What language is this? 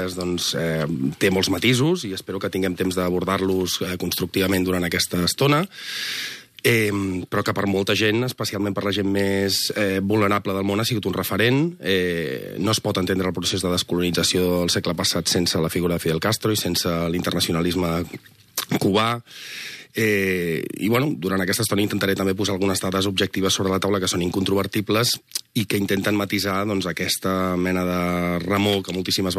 Catalan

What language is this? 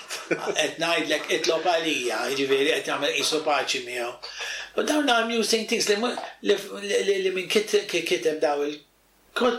Maltese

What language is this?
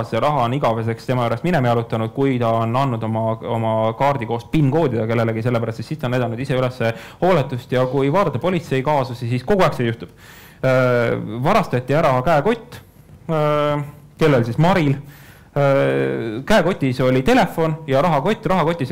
Estonian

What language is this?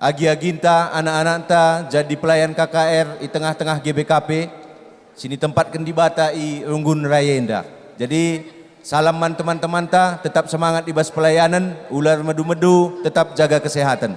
Batak Karo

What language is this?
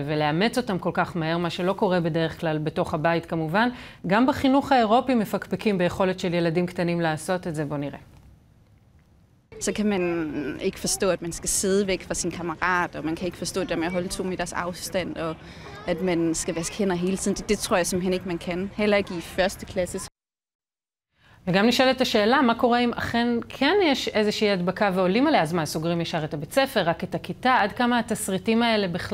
Hebrew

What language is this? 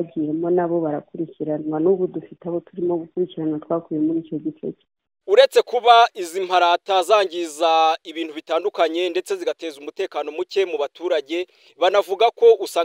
Kinyarwanda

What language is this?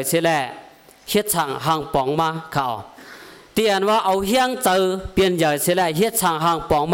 Shan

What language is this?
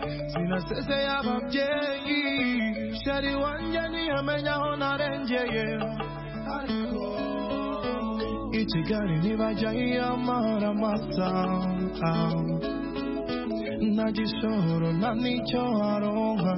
Kinyarwanda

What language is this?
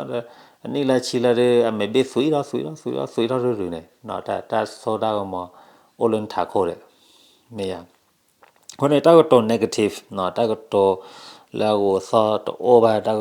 S'gaw Karen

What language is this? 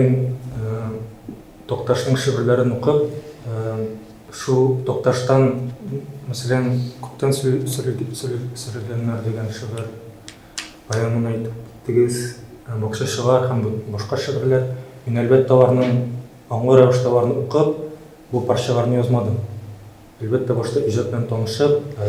Tatar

